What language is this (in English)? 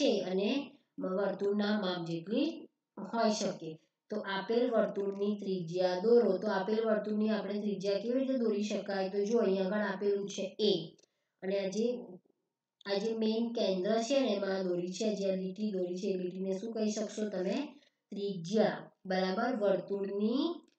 Gujarati